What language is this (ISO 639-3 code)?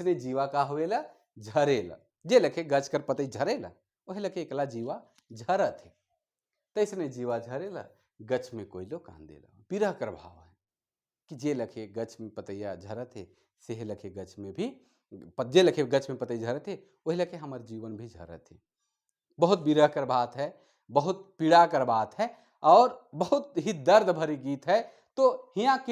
sck